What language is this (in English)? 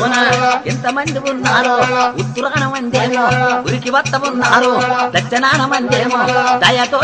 Telugu